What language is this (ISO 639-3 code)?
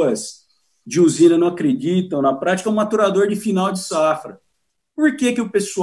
por